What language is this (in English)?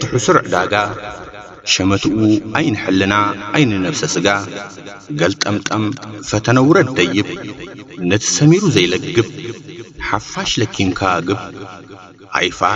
Tigrinya